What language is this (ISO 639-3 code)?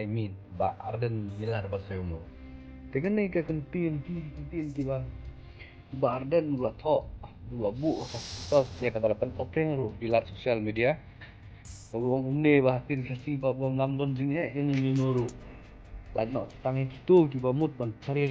kha